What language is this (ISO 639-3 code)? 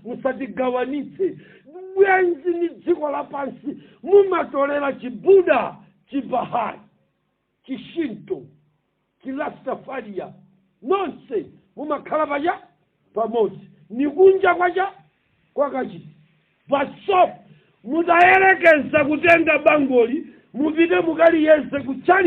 nya